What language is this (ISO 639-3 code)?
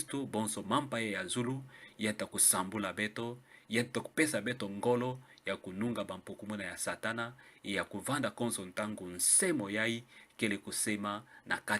ktu